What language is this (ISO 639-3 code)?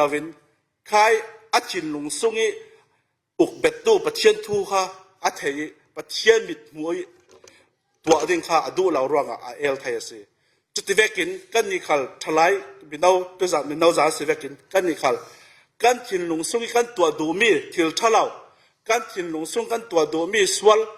cfm